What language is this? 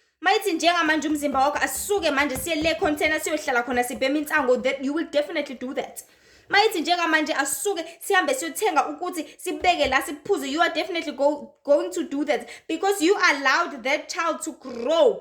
Zulu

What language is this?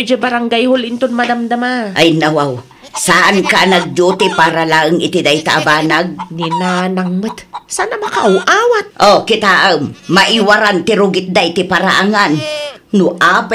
Iloko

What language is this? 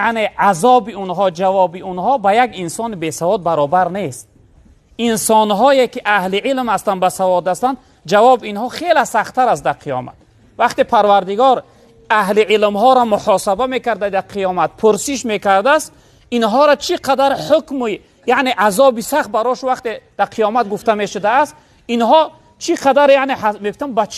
Tajik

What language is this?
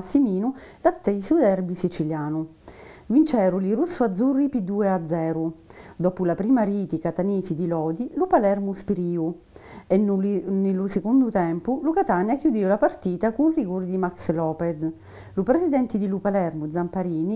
Sicilian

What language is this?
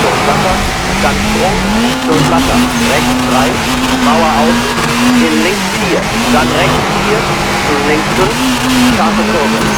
Bavarian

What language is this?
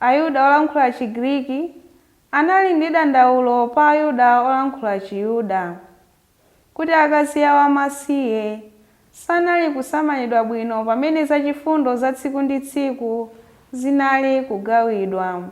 Nyanja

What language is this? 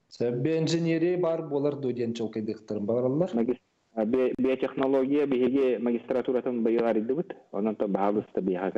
Yakut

